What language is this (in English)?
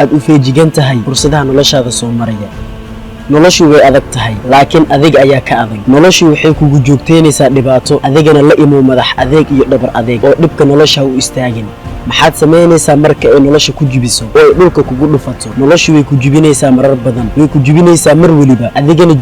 Somali